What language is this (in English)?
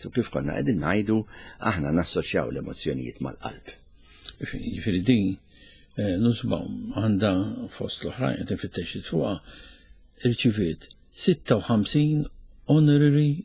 Maltese